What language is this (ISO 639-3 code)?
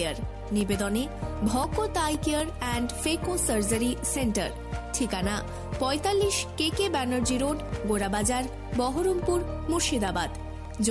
ben